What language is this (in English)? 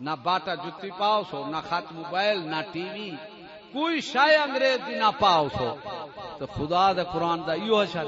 Saraiki